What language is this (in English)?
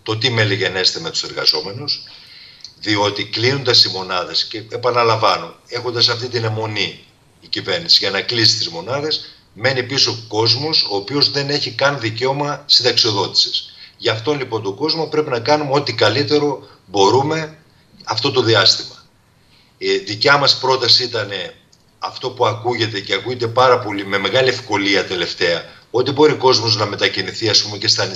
Greek